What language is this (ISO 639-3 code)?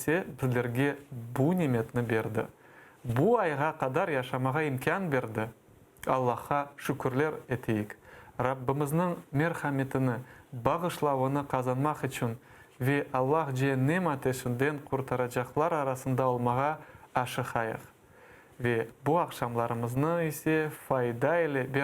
crh